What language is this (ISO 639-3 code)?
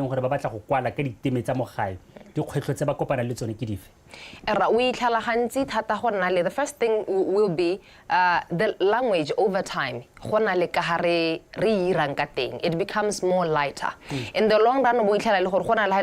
tsn